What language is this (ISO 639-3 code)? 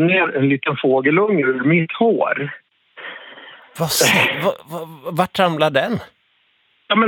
swe